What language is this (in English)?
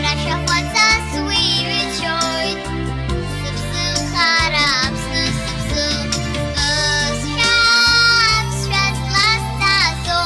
Abkhazian